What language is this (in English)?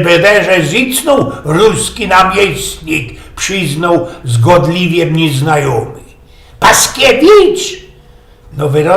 Silesian